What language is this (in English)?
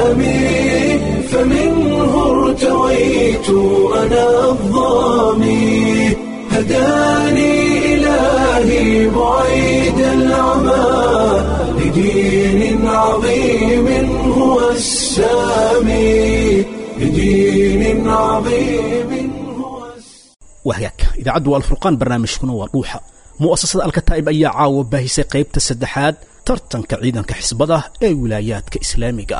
Somali